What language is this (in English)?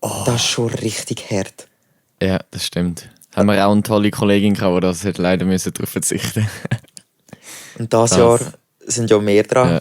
Swiss German